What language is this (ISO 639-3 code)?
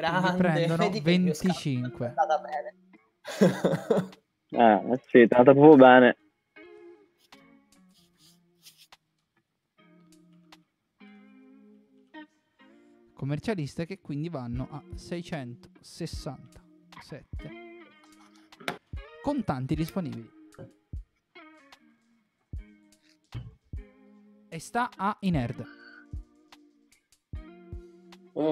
ita